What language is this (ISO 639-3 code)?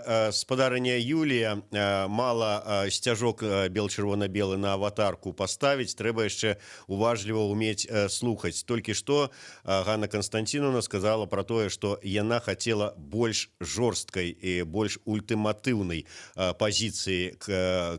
bel